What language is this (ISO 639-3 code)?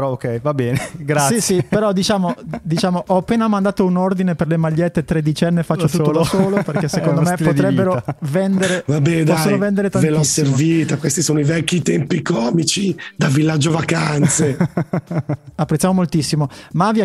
ita